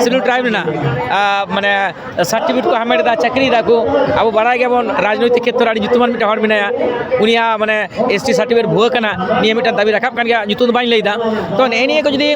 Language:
Santali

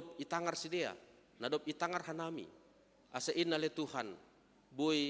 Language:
Batak Simalungun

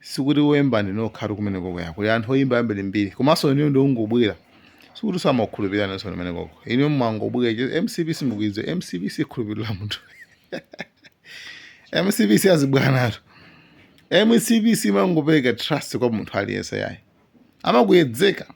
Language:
Nyanja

